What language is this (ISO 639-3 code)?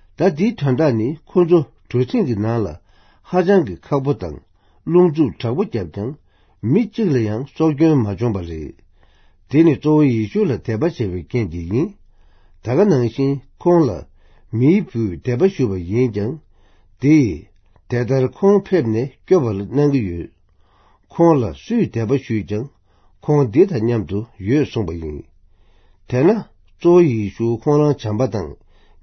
bod